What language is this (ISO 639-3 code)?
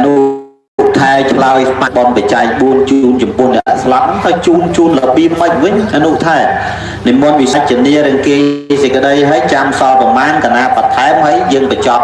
khm